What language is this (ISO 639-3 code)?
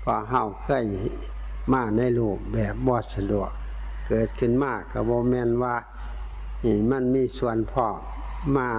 tts